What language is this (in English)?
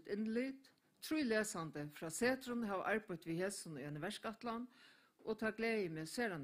Faroese